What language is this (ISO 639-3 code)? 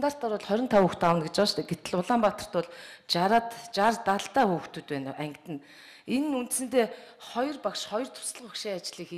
mon